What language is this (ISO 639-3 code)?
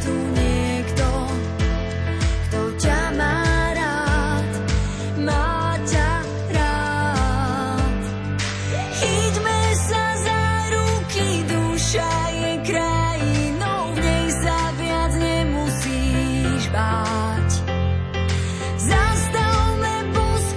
slk